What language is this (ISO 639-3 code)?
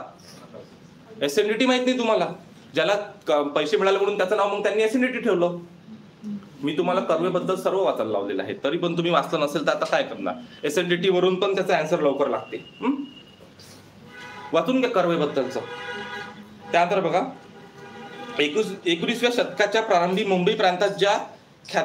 mar